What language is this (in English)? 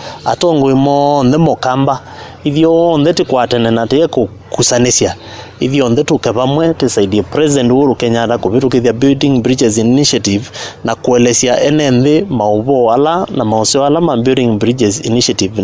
Kamba